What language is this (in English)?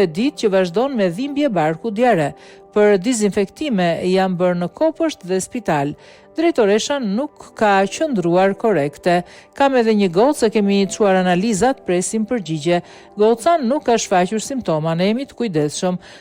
Albanian